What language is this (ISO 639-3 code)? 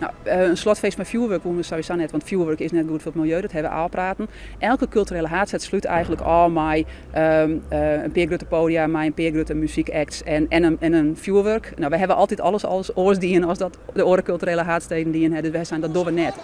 fry